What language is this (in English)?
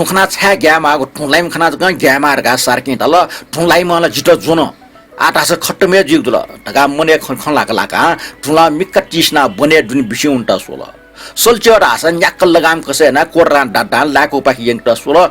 Newari